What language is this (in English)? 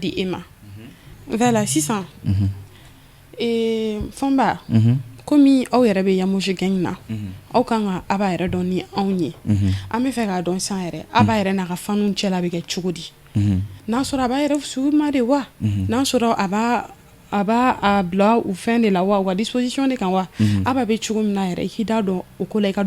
Bambara